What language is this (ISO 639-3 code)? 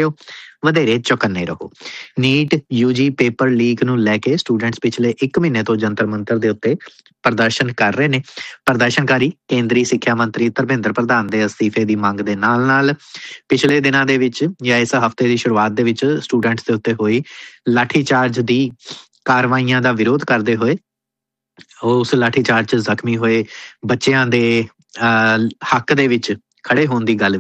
pan